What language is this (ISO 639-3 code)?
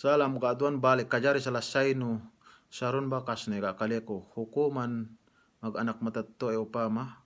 yka